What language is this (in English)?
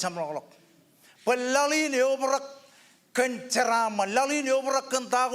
Marshallese